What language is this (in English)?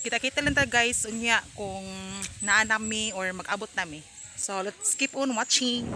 Cebuano